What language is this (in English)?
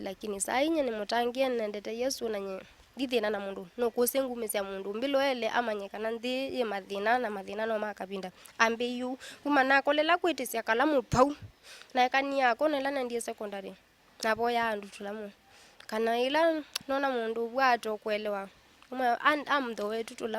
Kamba